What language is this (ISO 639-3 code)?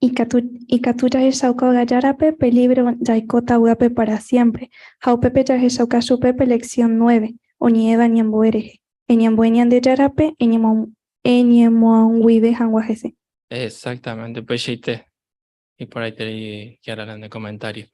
grn